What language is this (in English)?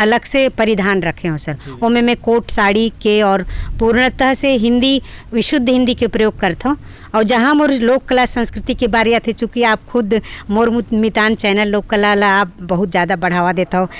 Chhattisgarhi